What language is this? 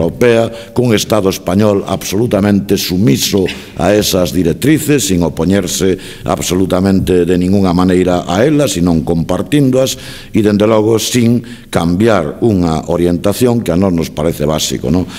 Galician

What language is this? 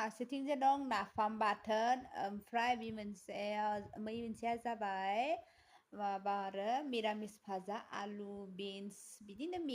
Bodo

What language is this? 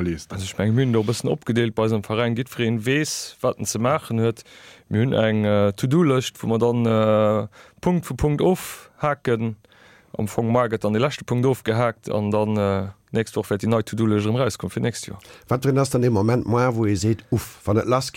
Luxembourgish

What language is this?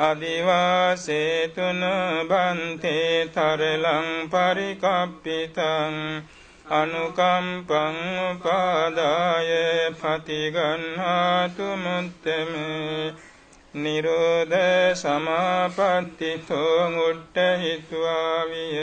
Pali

